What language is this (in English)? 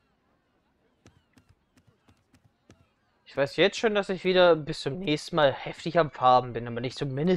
German